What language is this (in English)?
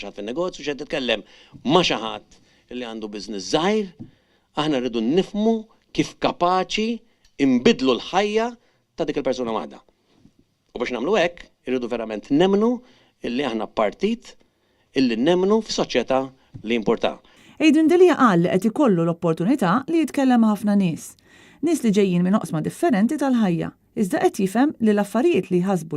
Maltese